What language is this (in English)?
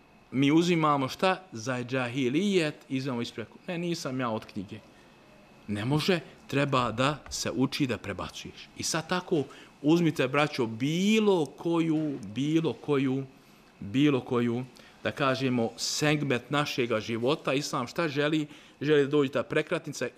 Bosnian